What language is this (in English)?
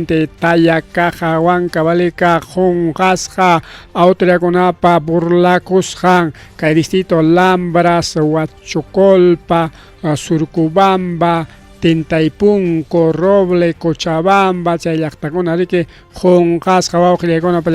Ayacucho Quechua